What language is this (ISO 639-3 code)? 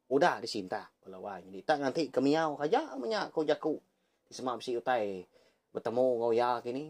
iba